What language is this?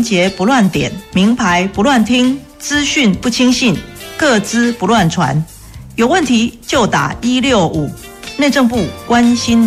Chinese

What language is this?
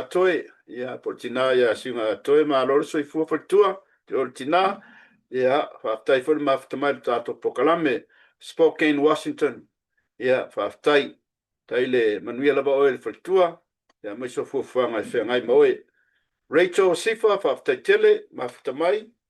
Samoan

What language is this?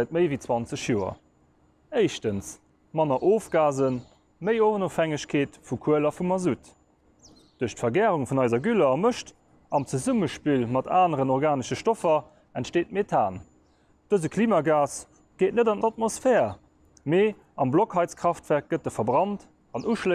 Luxembourgish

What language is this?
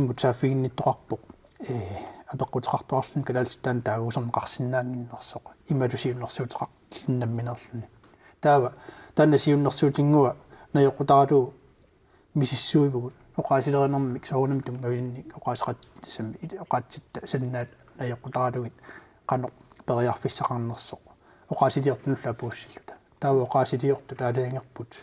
Kalaallisut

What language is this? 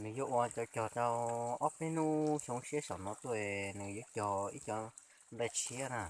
Hmong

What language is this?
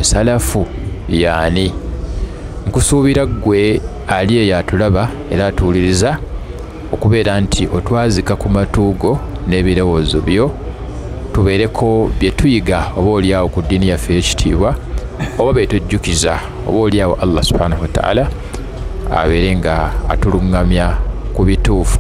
Ganda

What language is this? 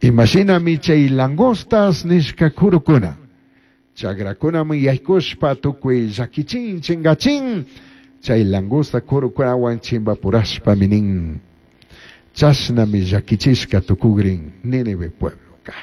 Chimborazo Highland Quichua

